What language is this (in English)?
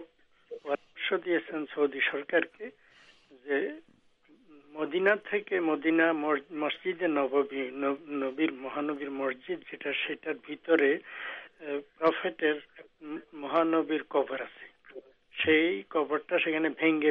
Bangla